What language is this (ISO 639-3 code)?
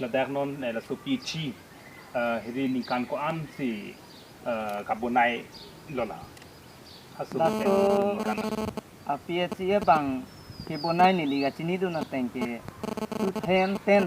mjw